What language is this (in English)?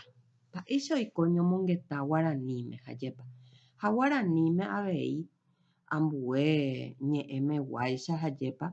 Guarani